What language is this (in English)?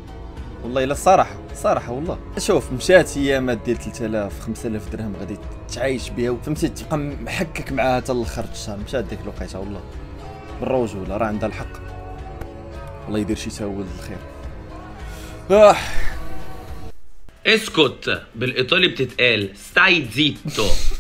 Moroccan Arabic